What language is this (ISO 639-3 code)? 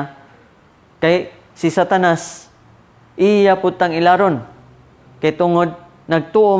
ceb